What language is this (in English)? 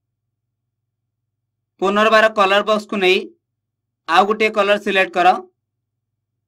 Odia